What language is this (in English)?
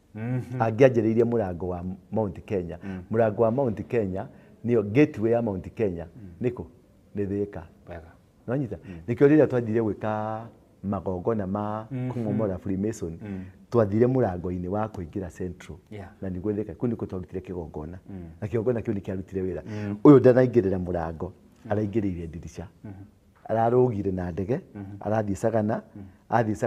Kikuyu